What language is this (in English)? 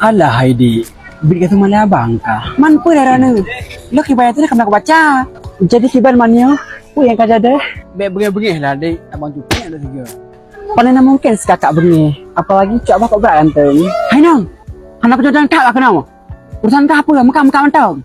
Achinese